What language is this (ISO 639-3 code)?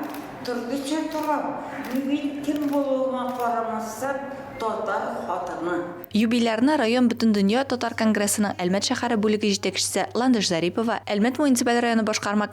tat